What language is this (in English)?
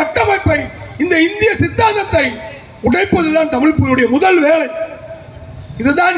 Tamil